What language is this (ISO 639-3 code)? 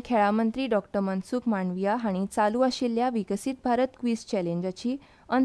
kok